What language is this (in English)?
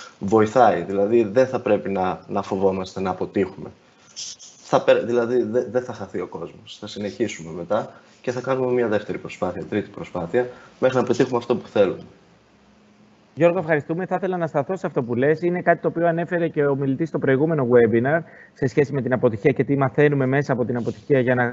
Greek